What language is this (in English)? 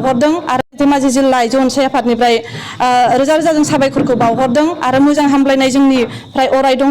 Bodo